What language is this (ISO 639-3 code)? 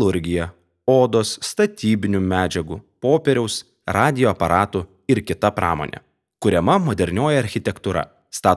lit